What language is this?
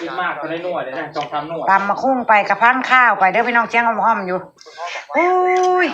Northeastern Thai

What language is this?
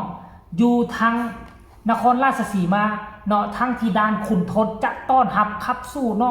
Northeastern Thai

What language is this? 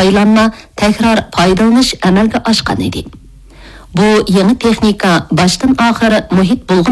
Uyghur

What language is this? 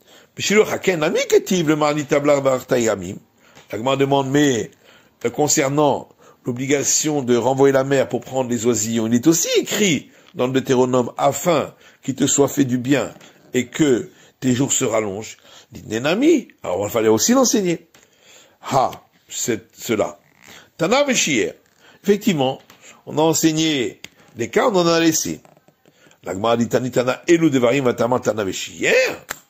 French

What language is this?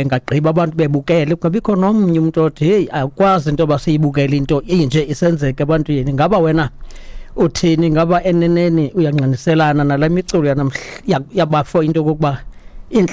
Xhosa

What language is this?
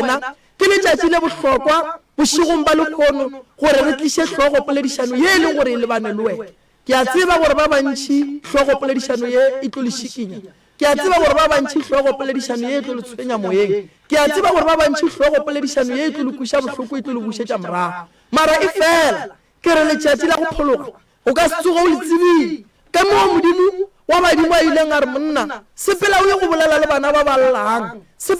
Northern Sotho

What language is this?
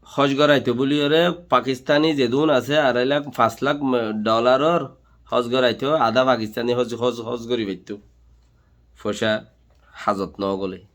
Rohingya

